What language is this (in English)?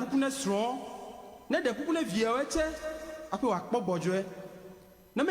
Ewe